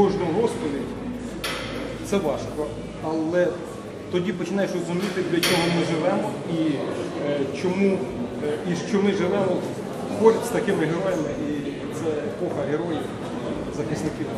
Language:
Ukrainian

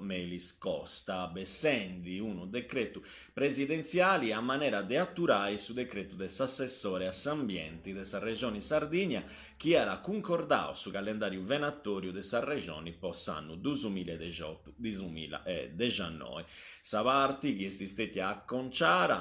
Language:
Sardinian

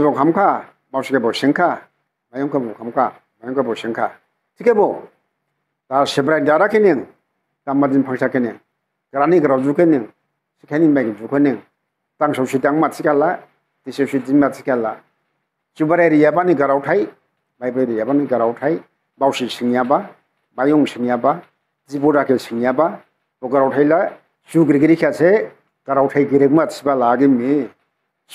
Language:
Dimasa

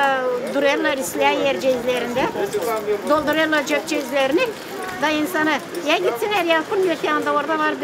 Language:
Gagauz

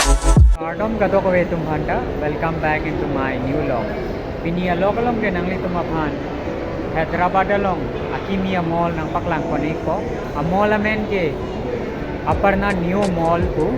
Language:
Karbi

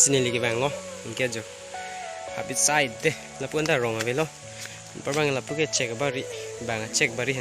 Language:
Karbi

